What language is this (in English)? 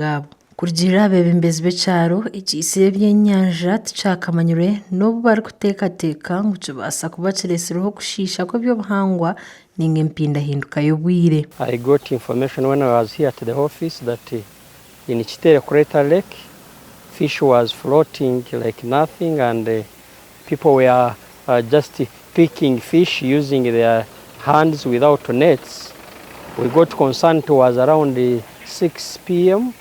Nyankole